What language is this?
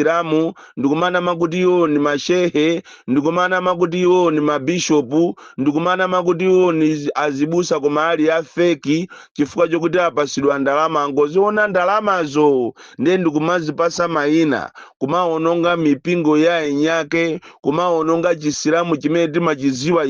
Nyanja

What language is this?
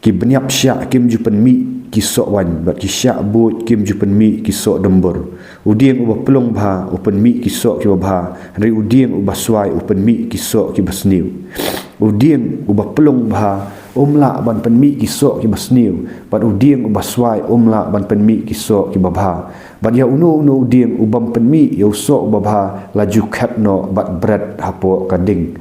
Khasi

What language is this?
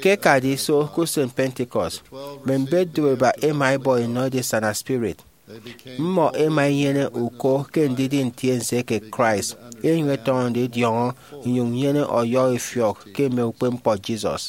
Efik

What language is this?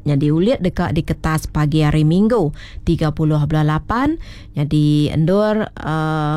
Iban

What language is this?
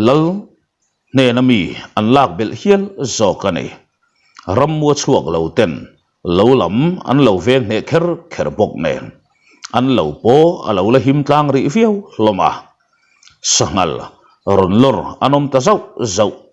Mizo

